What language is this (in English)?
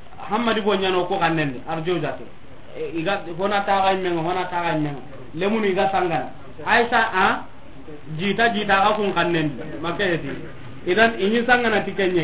Soninke